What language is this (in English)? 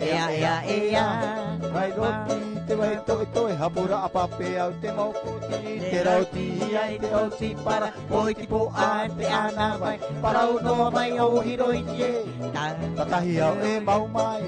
Tahitian